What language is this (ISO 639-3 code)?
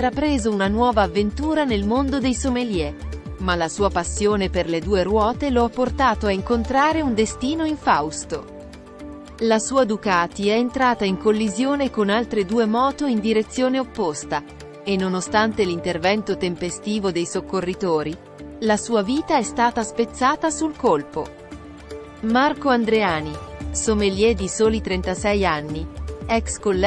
ita